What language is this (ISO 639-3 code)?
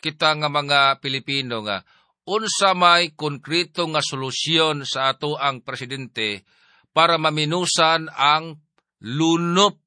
ceb